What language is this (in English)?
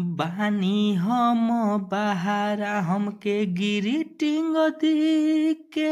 Bhojpuri